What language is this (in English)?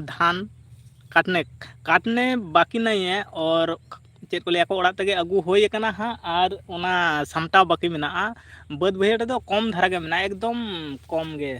Santali